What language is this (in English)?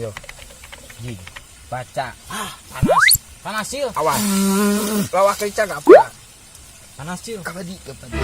Sundanese